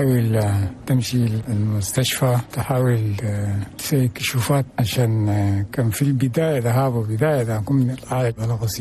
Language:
Chadian Arabic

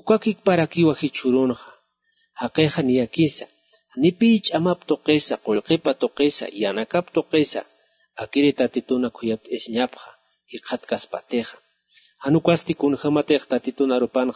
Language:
Aymara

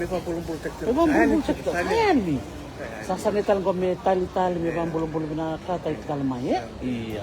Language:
Fijian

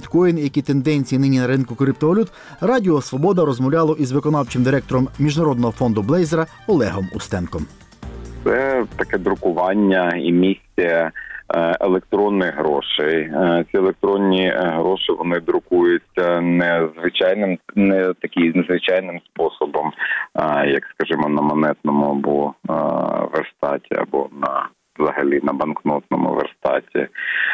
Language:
Ukrainian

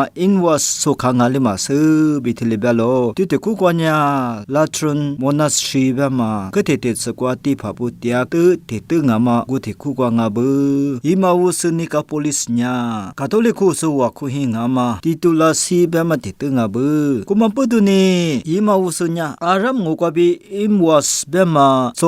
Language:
Lisu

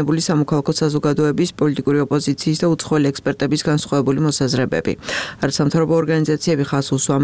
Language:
Georgian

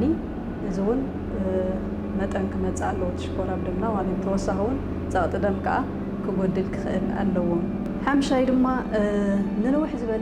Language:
Tigrinya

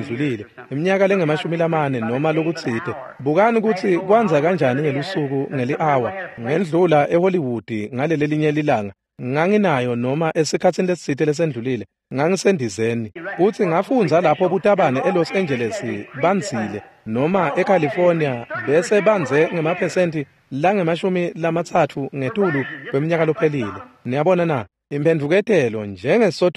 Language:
Swati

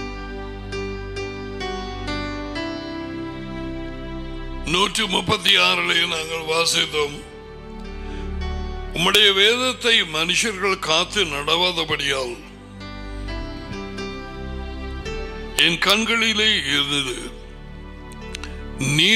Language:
Tamil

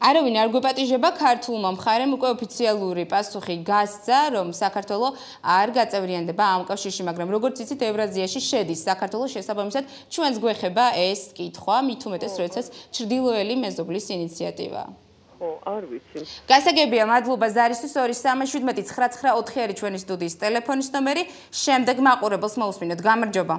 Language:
Georgian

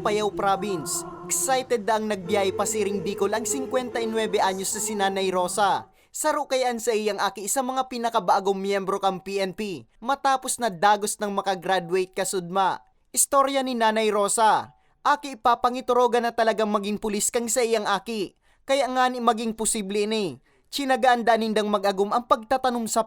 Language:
Bikol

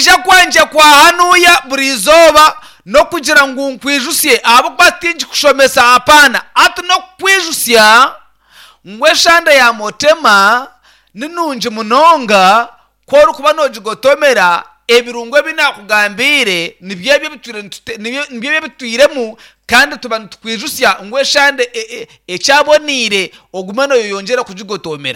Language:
Nyankole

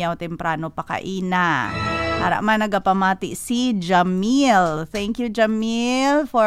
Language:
Hiligaynon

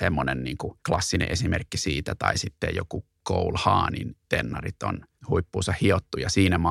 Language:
Finnish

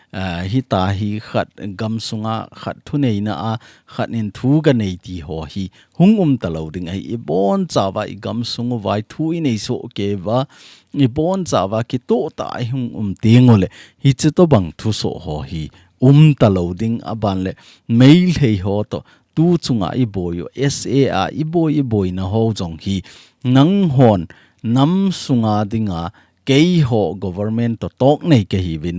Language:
Thado Chin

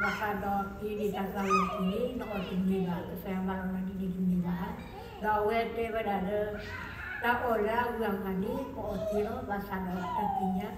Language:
S'gaw Karen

